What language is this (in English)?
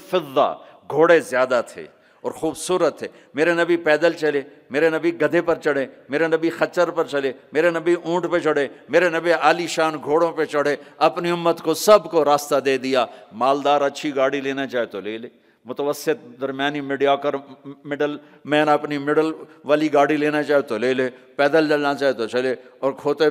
Urdu